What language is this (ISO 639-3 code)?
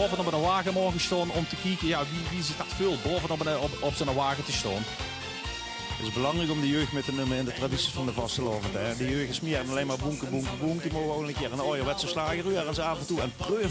lim